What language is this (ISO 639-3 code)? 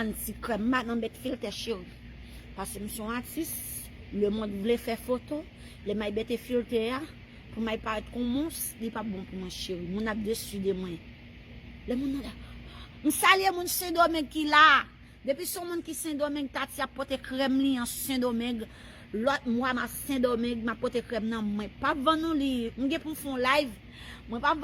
hat